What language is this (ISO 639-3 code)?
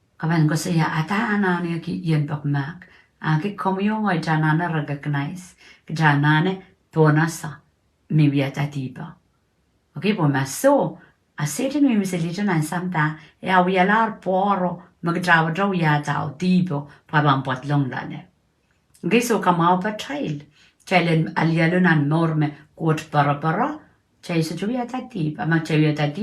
pon